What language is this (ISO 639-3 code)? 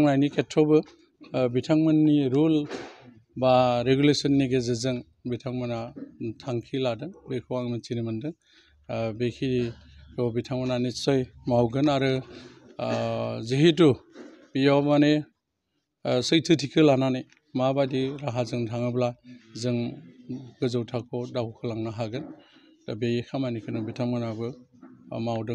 brx